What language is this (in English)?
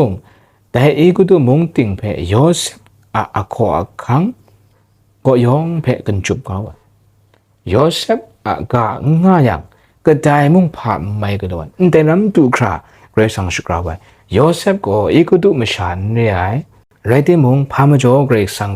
Kachin